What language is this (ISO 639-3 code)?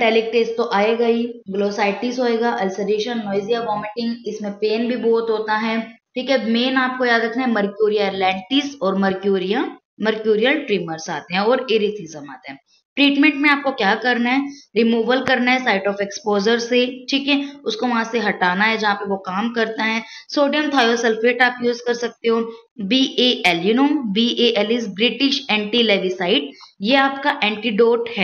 hin